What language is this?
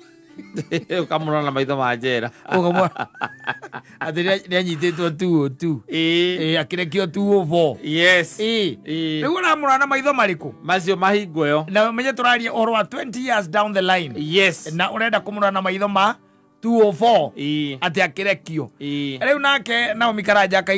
Kikuyu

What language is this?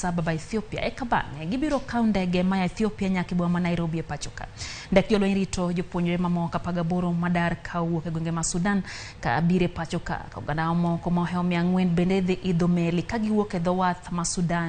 Luo (Kenya and Tanzania)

